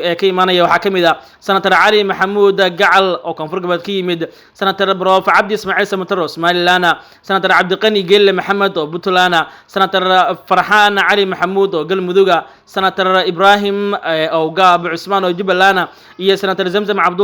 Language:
Somali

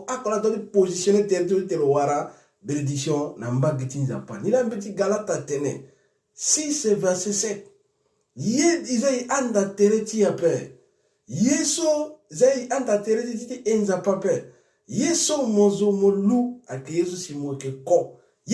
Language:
Sango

